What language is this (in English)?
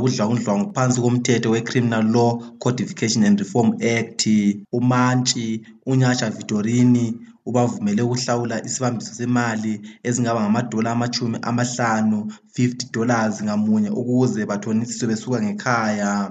North Ndebele